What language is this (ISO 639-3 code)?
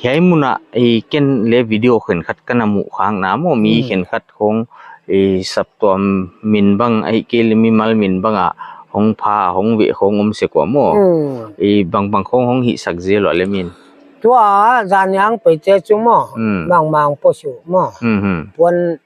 pck